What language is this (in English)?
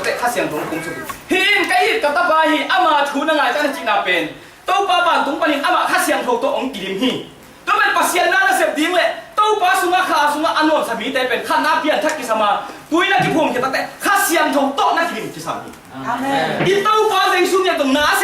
Tedim Chin